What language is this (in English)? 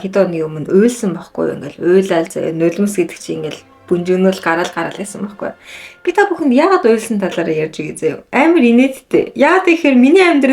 Mongolian